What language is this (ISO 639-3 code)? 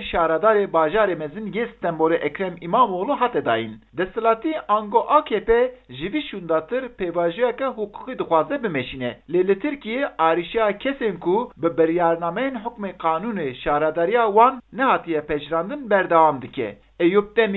kur